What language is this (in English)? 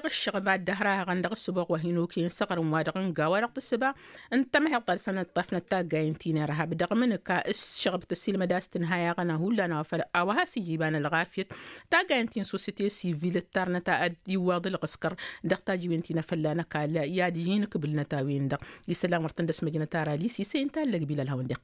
Tamasheq